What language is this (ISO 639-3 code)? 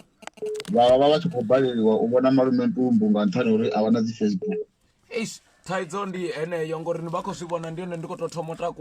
ven